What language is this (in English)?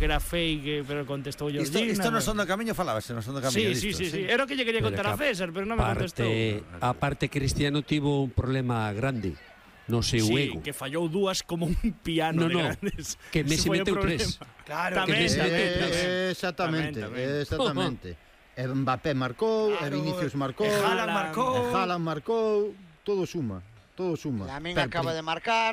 Galician